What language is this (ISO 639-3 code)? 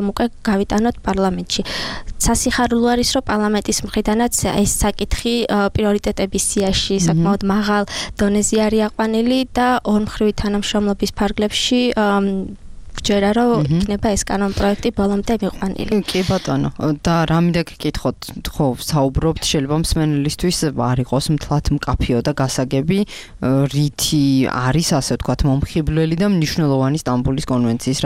kat